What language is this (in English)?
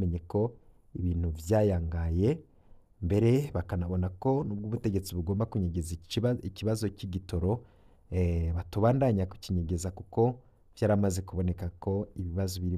Rundi